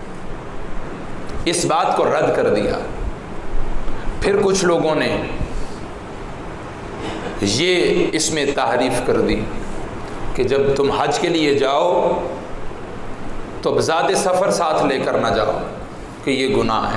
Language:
Urdu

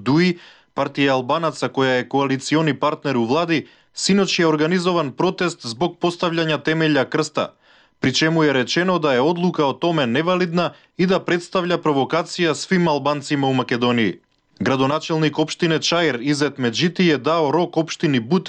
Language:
Serbian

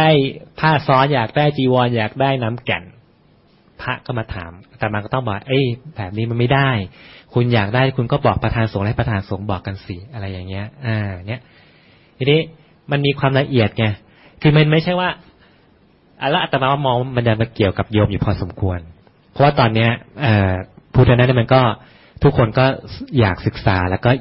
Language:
Thai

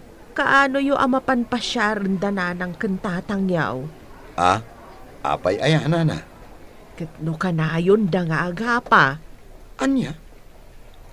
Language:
Iloko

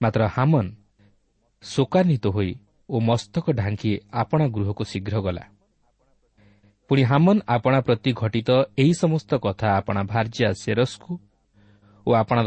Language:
Odia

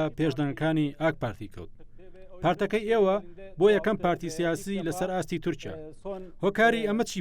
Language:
Central Kurdish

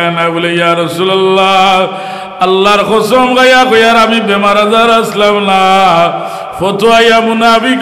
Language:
Sylheti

